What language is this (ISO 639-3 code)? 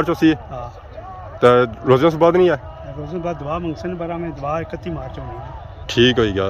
phr